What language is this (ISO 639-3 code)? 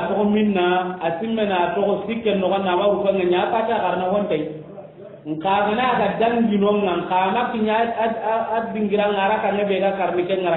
snk